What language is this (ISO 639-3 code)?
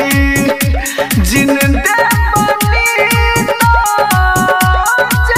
bho